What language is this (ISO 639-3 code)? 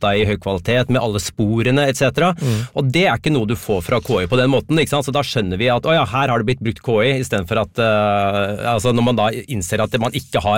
nor